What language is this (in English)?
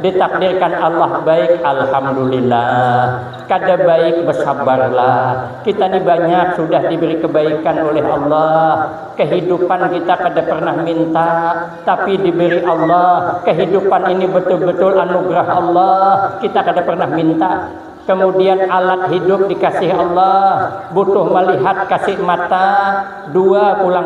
Banjar